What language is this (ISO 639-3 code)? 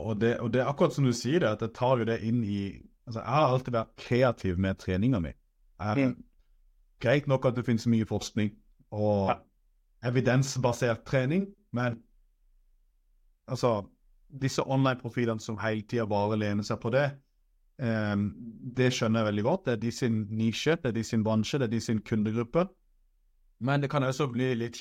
nor